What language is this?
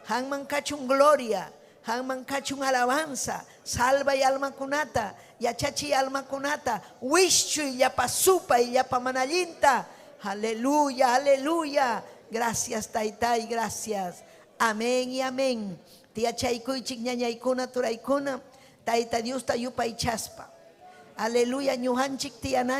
Ayacucho Quechua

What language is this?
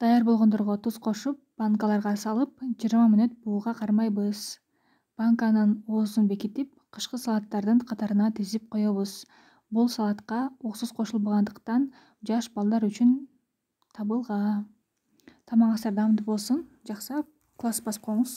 Kyrgyz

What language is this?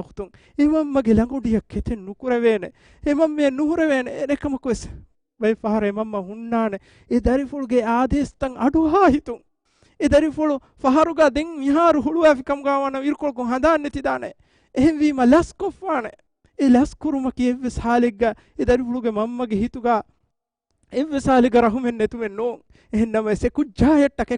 Divehi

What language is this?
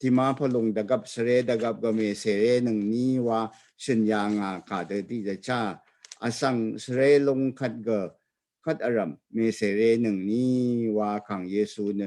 Rawang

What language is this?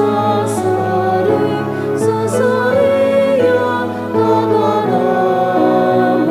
Bikol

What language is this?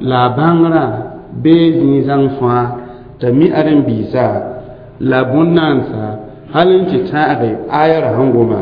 Mossi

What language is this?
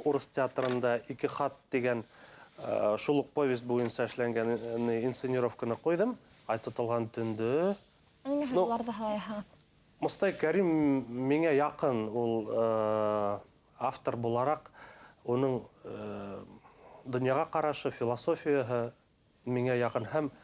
Bashkir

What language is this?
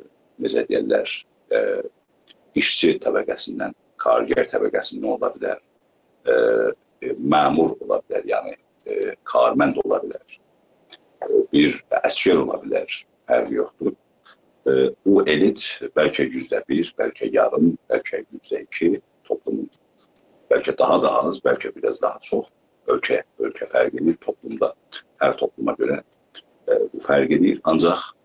South Azerbaijani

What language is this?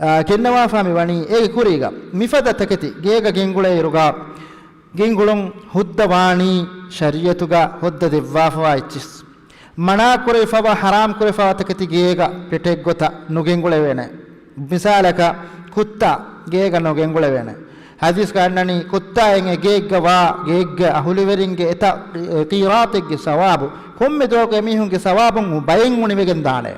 Divehi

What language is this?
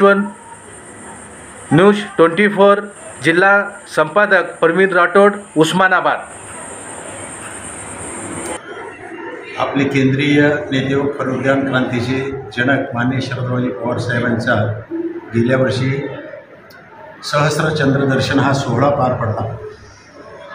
Marathi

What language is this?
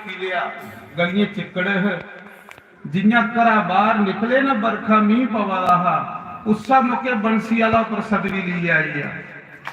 Dogri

